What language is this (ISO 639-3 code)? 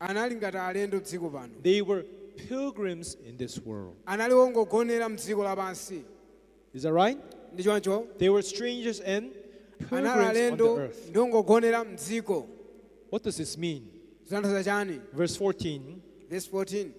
nya